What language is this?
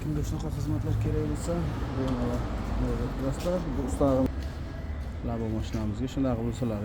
Uzbek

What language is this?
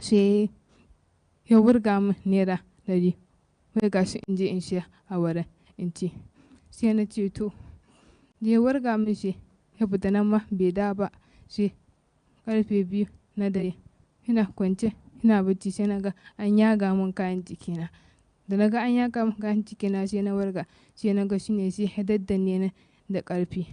Hausa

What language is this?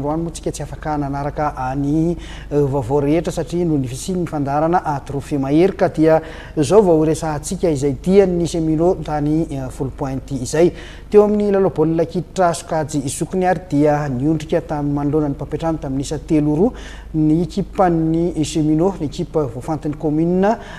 Malagasy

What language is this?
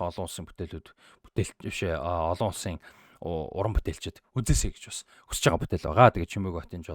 Mongolian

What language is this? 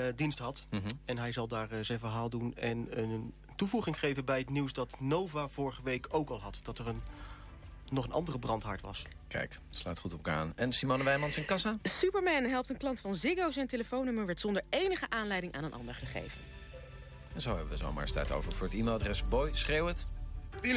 Dutch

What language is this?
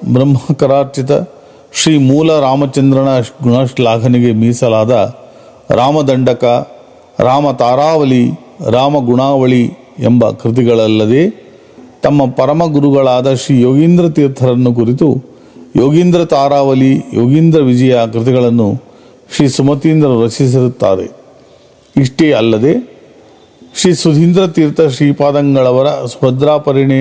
Kannada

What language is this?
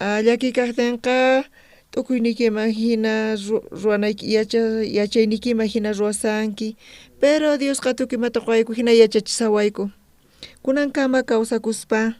South Bolivian Quechua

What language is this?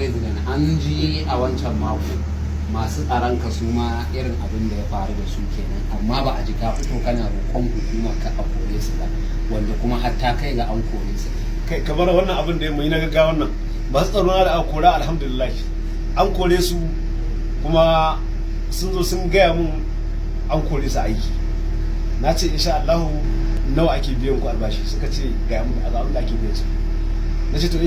Hausa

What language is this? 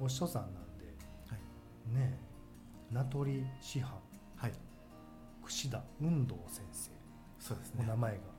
Japanese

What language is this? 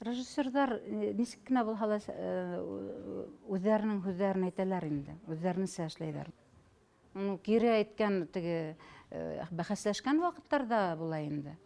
Bashkir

